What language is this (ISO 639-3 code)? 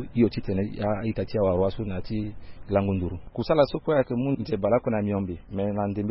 sag